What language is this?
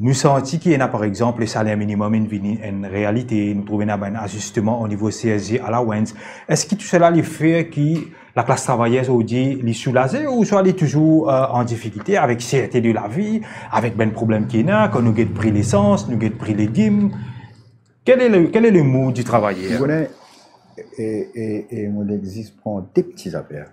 Morisyen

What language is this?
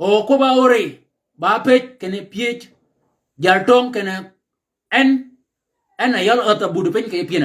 Shilluk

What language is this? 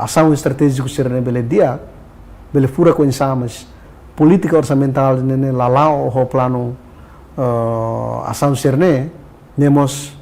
Tetum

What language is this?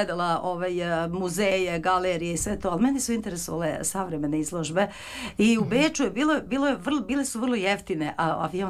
Serbian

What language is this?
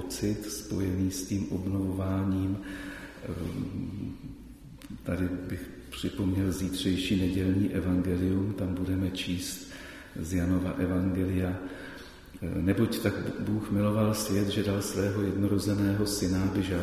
Czech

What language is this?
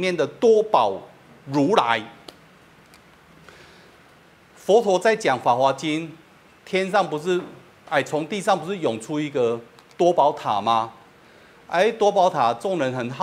Chinese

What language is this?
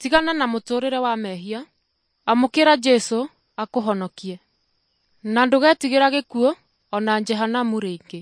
Kikuyu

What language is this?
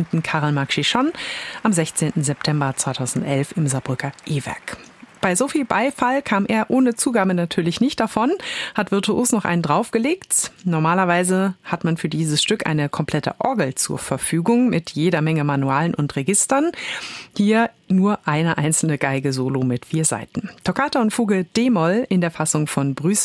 German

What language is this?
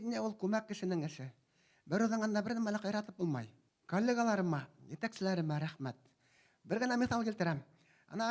Bashkir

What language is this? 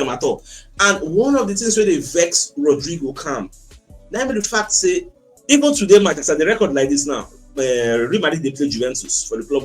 Nigerian Pidgin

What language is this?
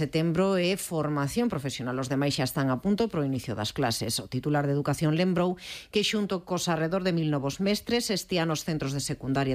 Galician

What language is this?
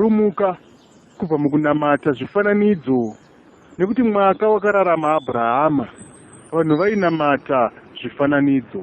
Shona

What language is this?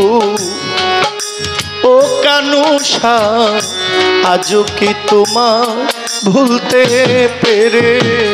Bangla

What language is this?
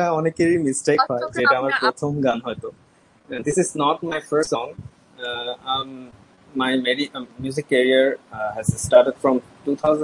Bangla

